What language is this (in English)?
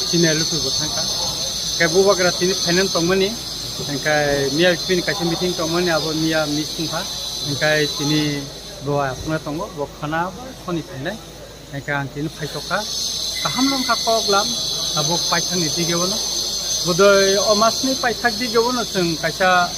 Kok Borok